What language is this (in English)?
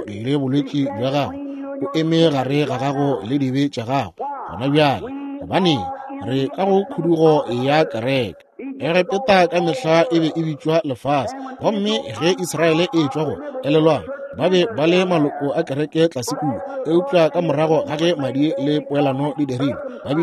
Northern Sotho